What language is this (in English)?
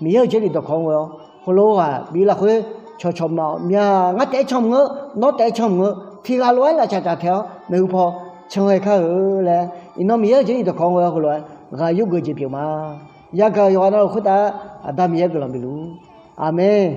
Akha